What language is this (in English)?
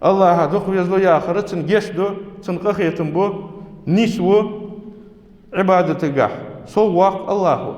Ingush